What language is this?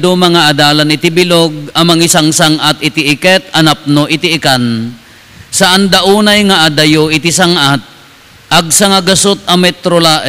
Iloko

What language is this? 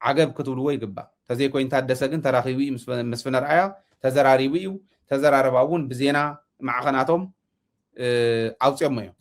Tigrinya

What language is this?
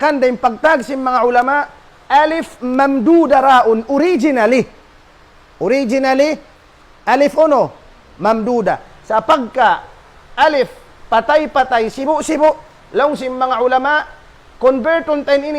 Tausug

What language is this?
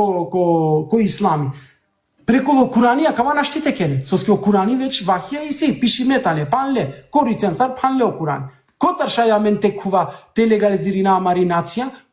Balkan Romani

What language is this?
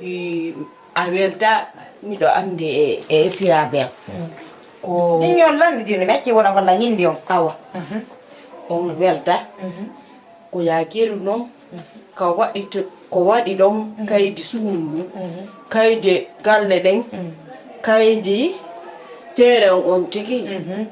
Fula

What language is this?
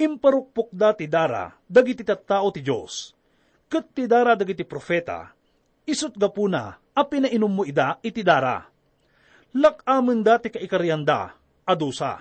Iloko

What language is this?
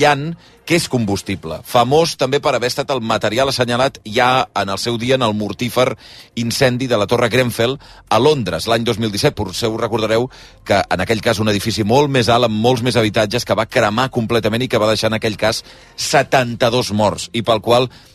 Catalan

